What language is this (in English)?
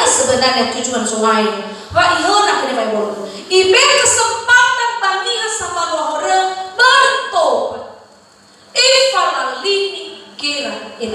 Nias